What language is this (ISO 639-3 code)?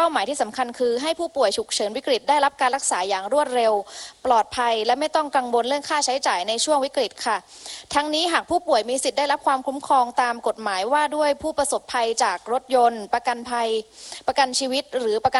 tha